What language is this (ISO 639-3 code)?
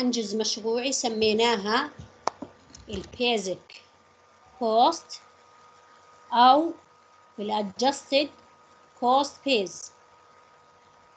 ara